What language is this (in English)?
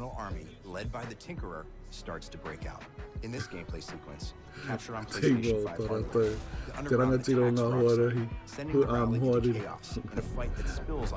Māori